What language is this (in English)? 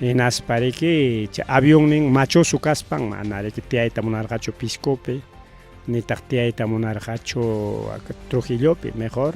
Ayacucho Quechua